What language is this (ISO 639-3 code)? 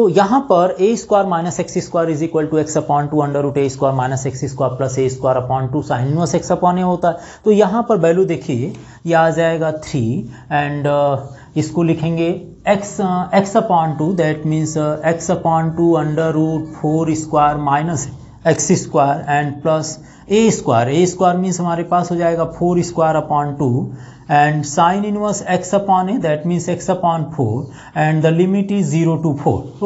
hin